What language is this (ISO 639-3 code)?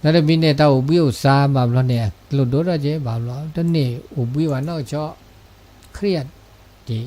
ksw